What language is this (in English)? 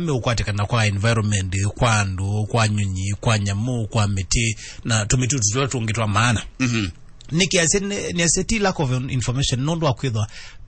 Kamba